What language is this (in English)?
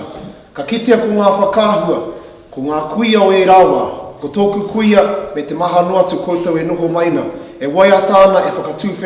Māori